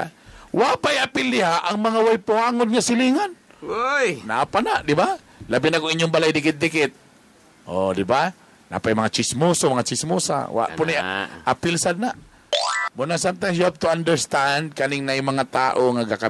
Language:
Cebuano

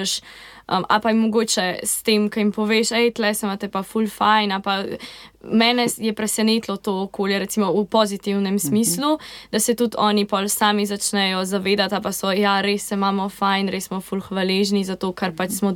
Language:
Slovenian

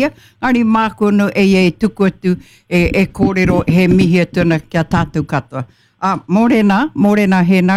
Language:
Māori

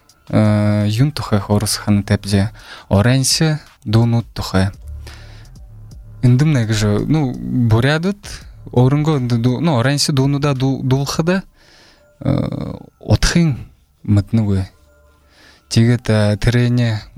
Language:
Buriat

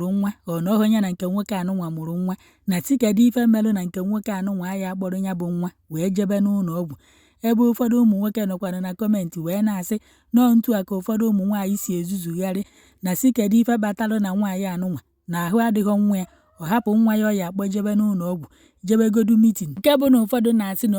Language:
Igbo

